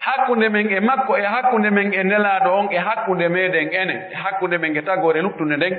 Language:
Pular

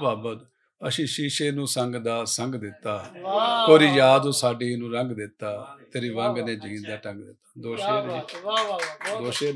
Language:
Western Panjabi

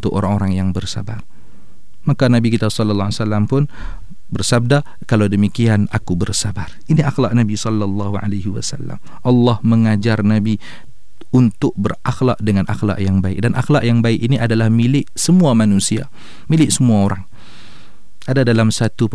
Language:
Malay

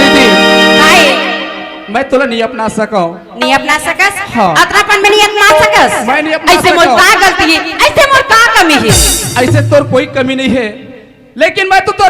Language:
Chhattisgarhi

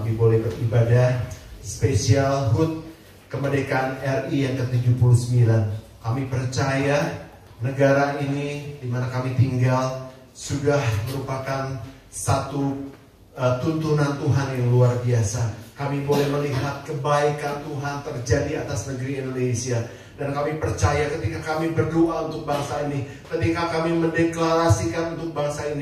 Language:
Indonesian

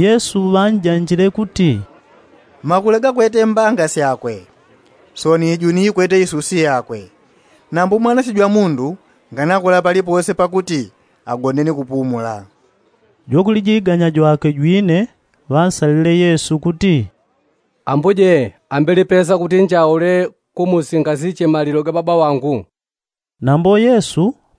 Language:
Yao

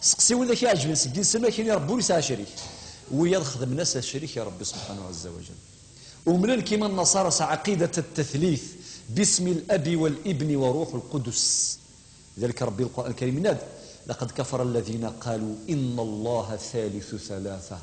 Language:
Kabyle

